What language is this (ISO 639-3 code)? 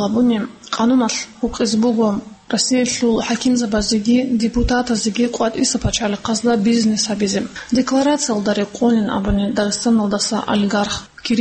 ava